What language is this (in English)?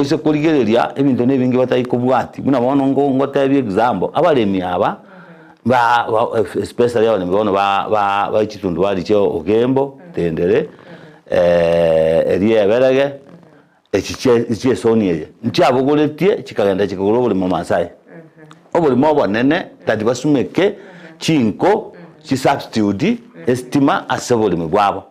Gusii